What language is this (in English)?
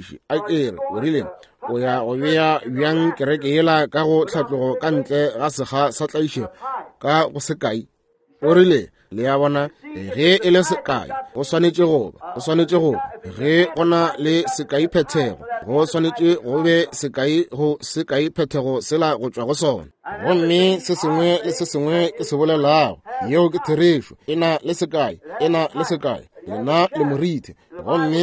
Northern Sotho